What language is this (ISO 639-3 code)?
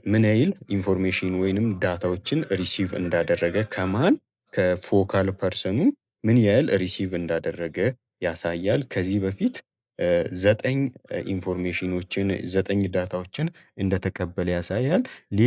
amh